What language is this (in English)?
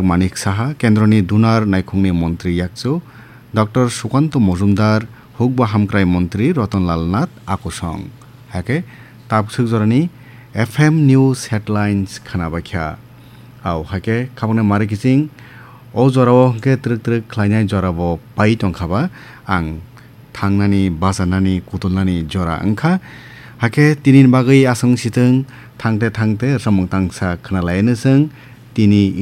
Kok Borok